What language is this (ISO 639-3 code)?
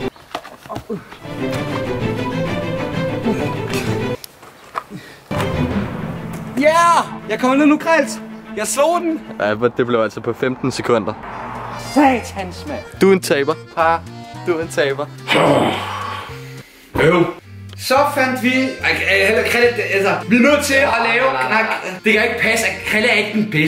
dan